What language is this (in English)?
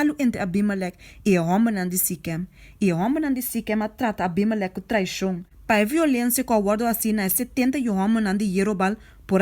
Papiamento